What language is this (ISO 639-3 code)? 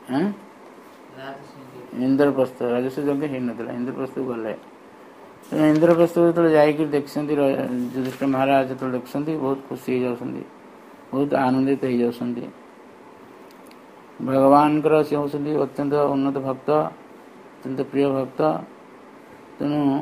ori